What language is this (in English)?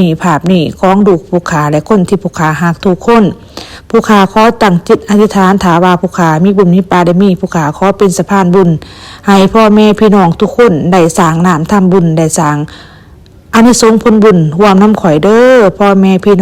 Northeastern Thai